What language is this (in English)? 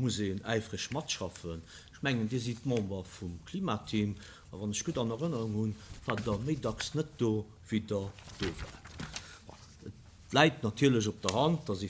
Luxembourgish